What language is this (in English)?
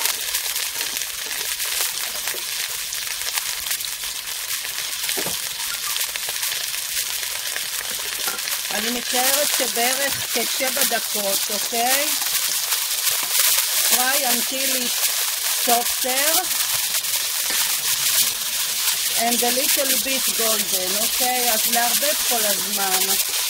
Hebrew